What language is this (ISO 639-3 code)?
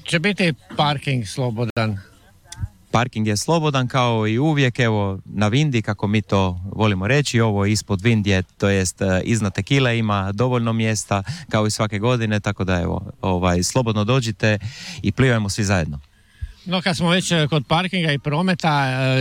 hrv